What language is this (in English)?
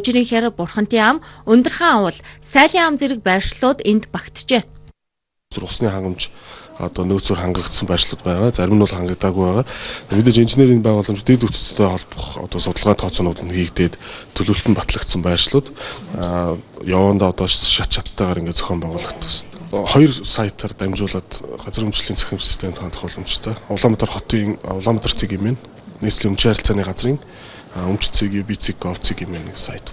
Mongolian